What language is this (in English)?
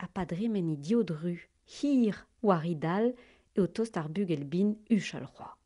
Breton